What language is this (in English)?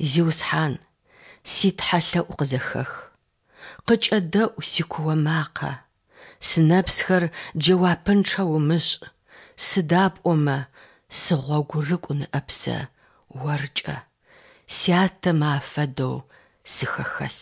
Adyghe